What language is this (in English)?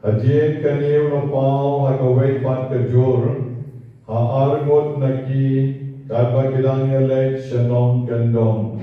Khasi